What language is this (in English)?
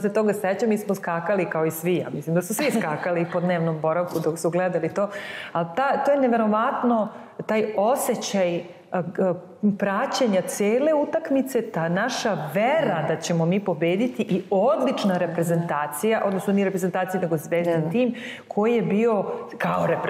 Serbian